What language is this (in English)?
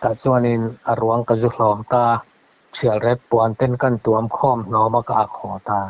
Mizo